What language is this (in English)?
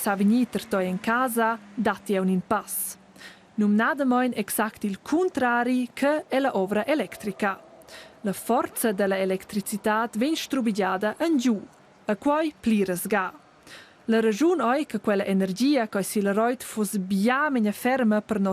Romansh